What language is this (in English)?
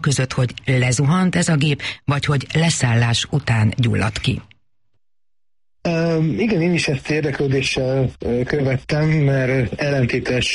Hungarian